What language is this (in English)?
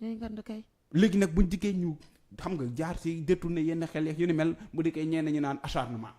Wolof